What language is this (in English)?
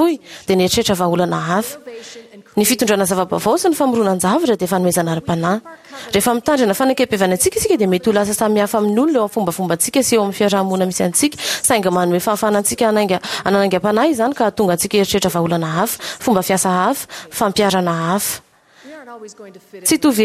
Malagasy